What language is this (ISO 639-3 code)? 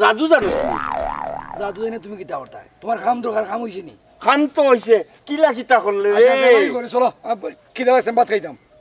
syl